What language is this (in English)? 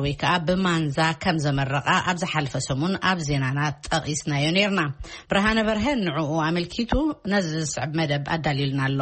Tigrinya